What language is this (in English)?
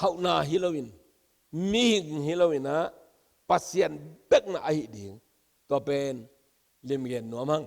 Tedim Chin